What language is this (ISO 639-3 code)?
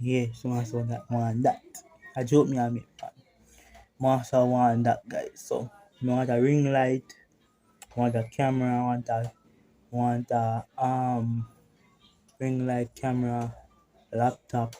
jam